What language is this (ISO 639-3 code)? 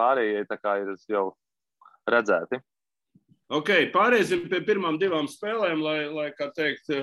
lav